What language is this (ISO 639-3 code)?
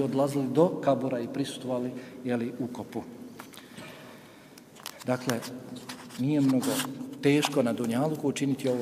bos